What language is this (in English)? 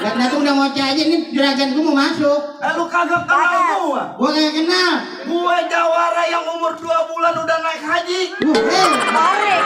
Betawi